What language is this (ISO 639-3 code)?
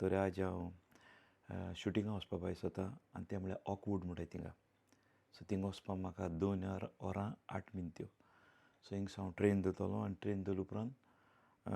kok